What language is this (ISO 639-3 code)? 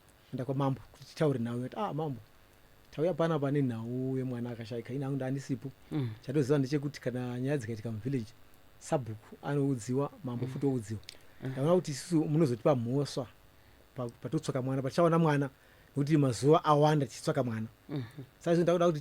sna